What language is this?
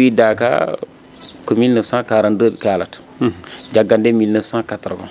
Fula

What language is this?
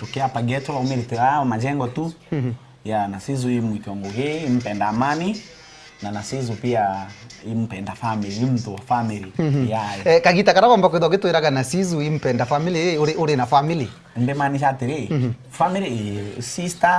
Meru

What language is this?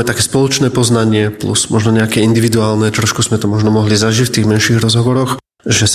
Slovak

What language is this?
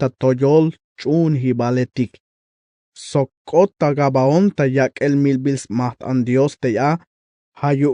Tzeltal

